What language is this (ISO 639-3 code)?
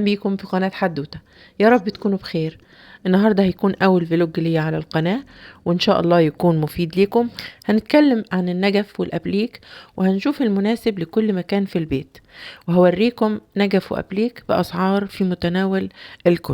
arz